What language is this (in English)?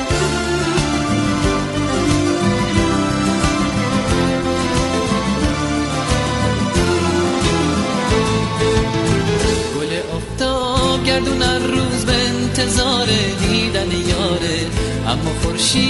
Persian